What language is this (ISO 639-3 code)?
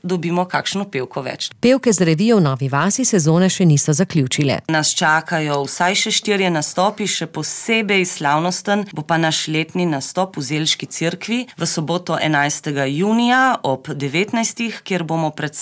slv